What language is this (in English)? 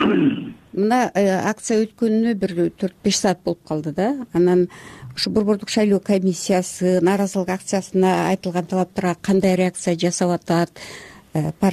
Kyrgyz